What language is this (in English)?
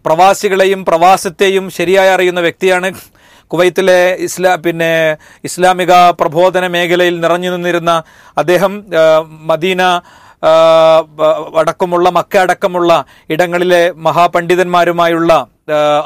Malayalam